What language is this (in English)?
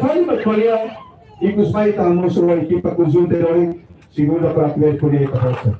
Tetum